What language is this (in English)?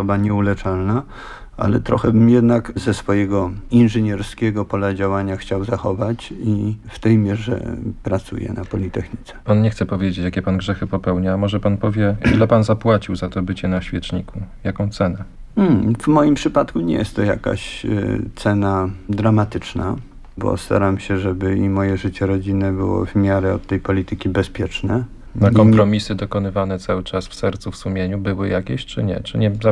Polish